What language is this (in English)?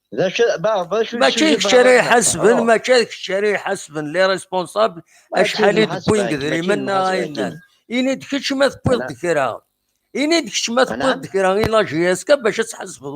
Kabyle